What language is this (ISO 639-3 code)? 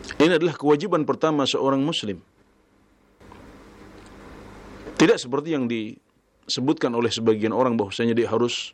ind